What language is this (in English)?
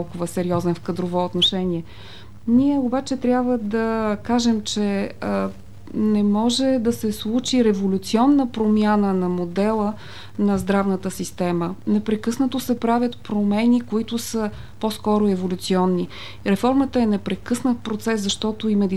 Bulgarian